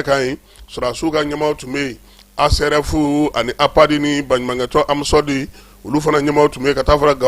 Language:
Bambara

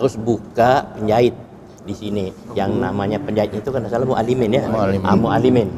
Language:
Banjar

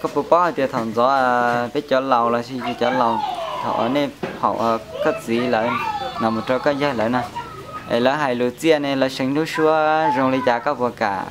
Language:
Hmong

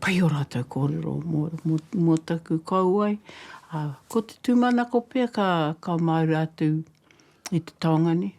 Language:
Māori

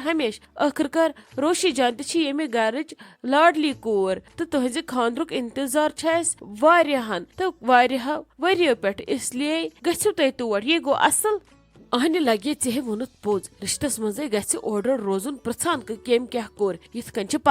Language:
Kashmiri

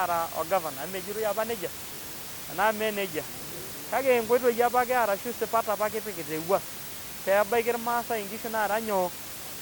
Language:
Masai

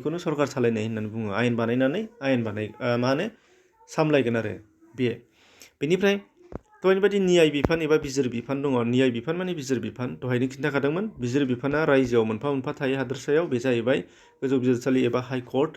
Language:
Bodo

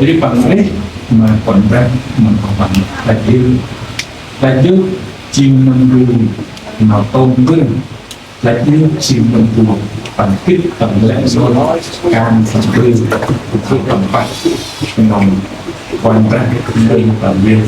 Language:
Central Mnong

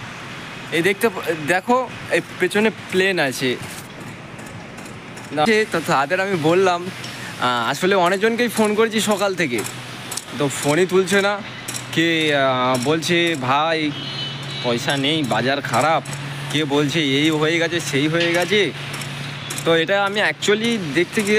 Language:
Bangla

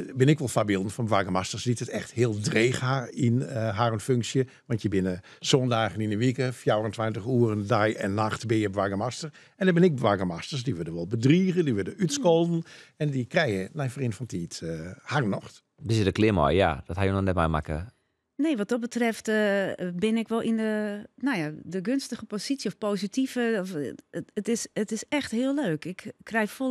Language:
Western Frisian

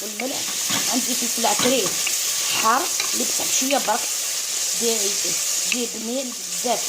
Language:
Algerian Arabic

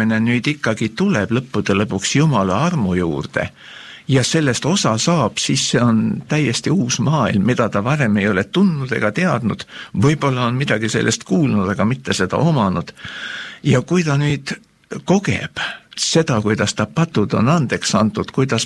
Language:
Estonian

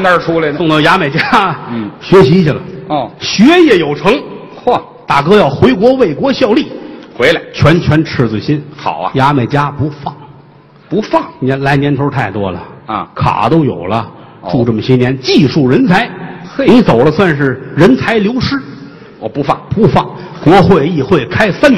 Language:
Chinese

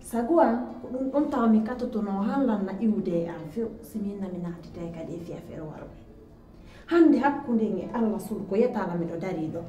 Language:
Pular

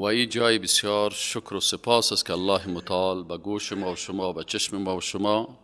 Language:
Persian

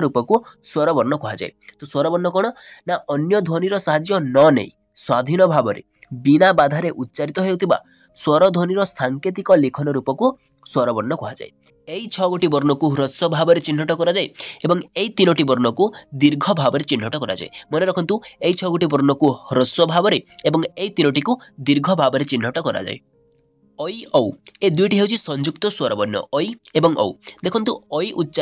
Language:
Odia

